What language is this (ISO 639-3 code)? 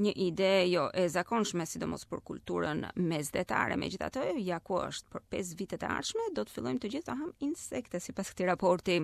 sqi